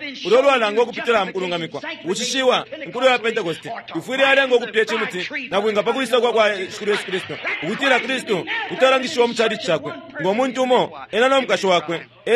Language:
Bemba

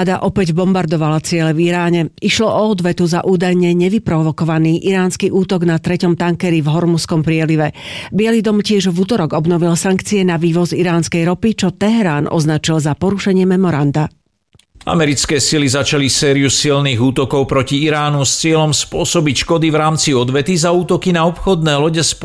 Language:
Slovak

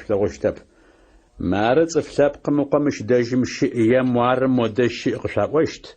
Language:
Adyghe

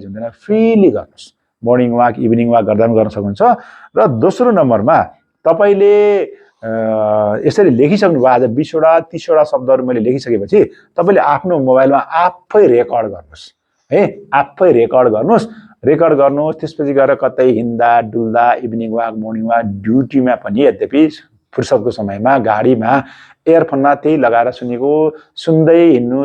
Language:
Nepali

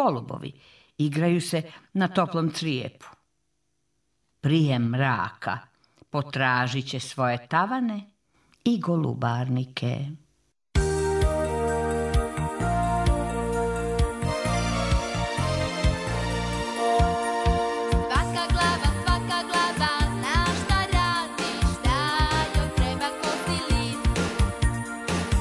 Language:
Serbian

